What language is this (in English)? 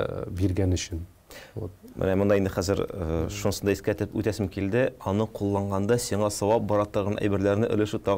Tatar